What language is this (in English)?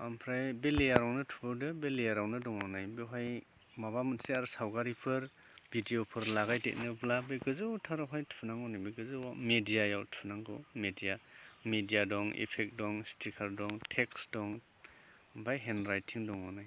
Bodo